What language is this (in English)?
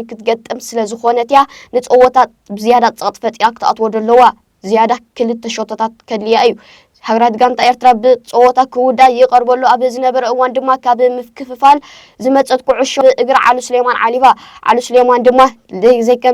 Tigrinya